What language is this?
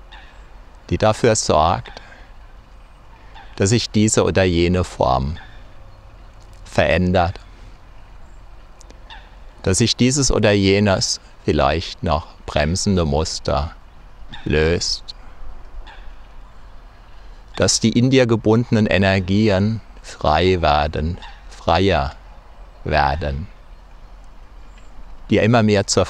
German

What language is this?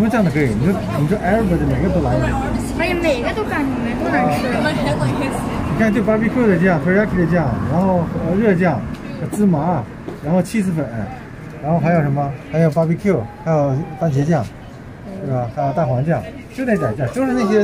Chinese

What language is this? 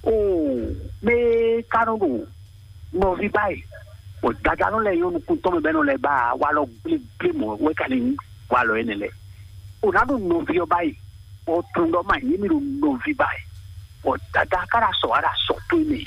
Fon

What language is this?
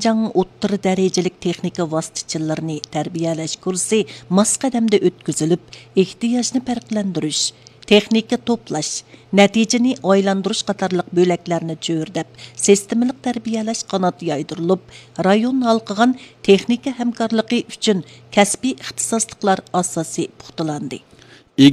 Uyghur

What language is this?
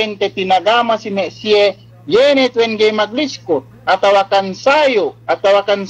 Yakan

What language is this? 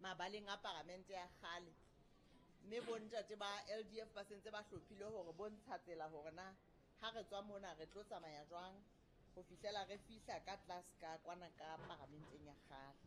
Southern Sotho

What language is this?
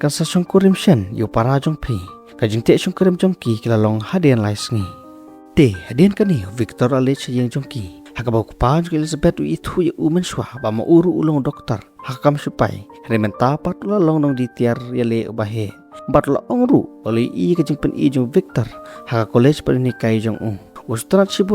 Khasi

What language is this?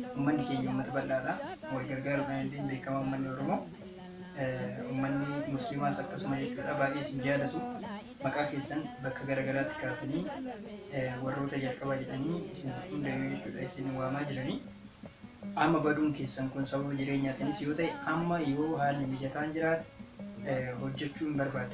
Oromo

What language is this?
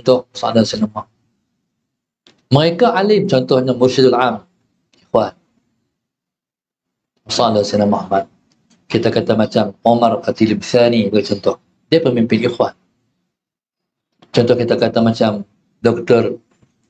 Malay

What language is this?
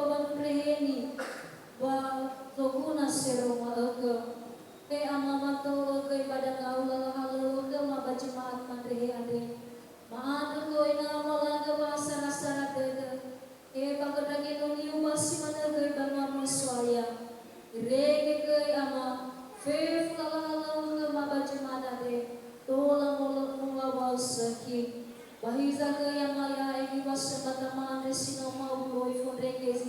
Nias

